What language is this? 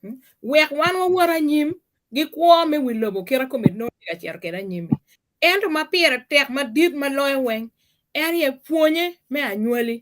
Acoli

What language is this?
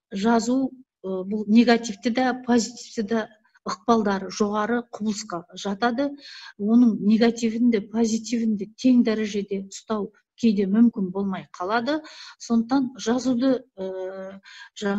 Kazakh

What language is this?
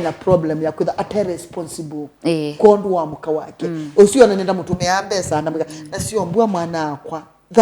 Kamba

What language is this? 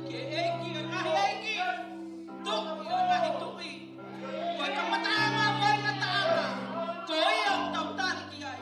Tongan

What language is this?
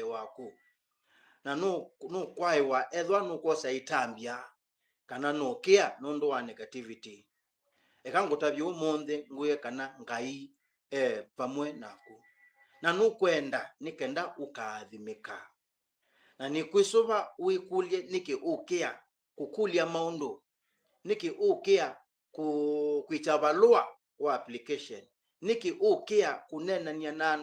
Kamba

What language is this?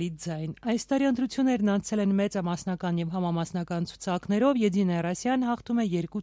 Armenian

